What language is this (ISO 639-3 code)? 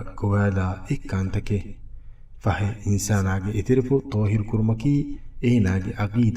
div